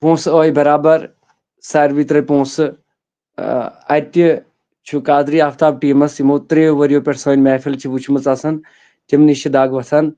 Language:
Kashmiri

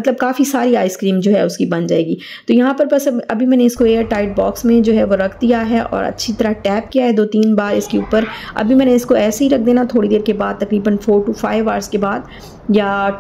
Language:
Hindi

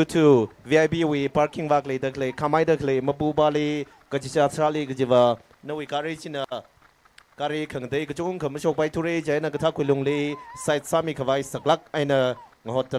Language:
Tangkhul Naga (India)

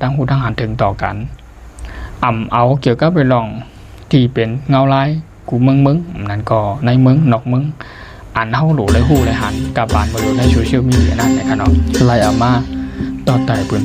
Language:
Shan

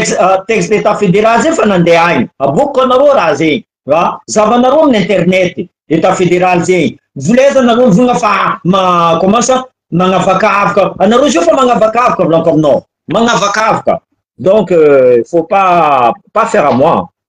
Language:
Malagasy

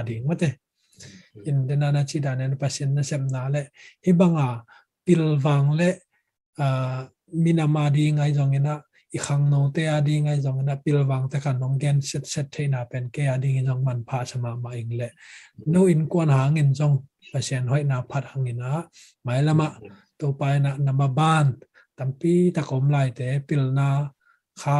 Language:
Tedim Chin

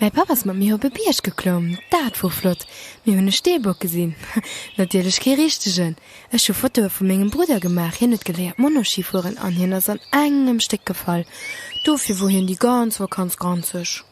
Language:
Luxembourgish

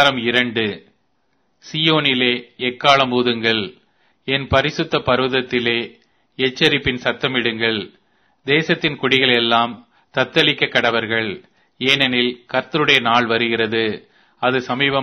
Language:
Tamil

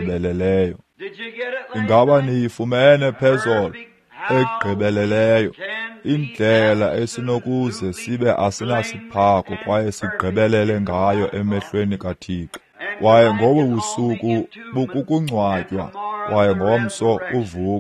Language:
Xhosa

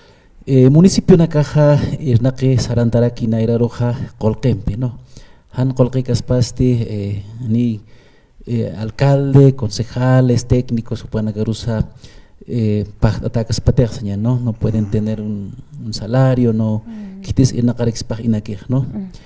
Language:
Aymara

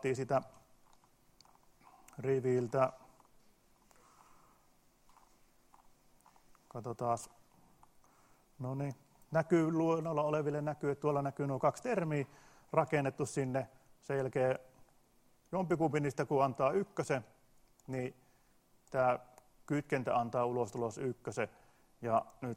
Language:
Finnish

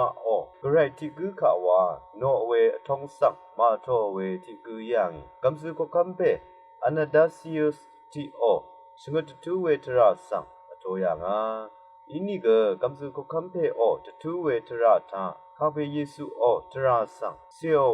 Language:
Rawang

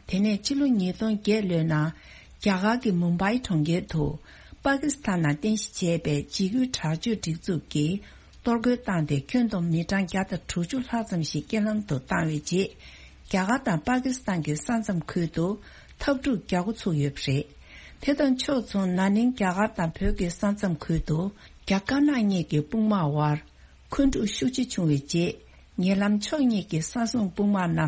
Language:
Tibetan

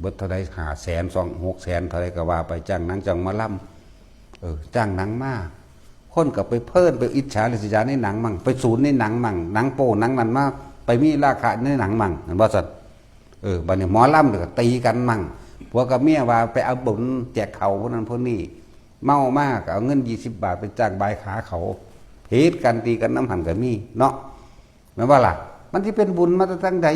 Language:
Northeastern Thai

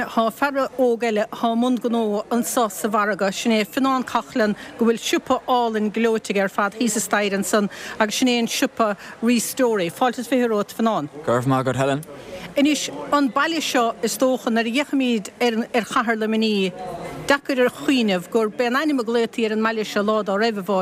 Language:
Irish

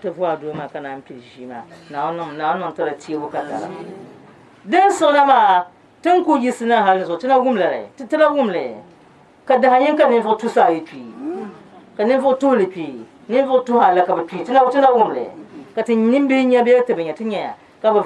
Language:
Dagbani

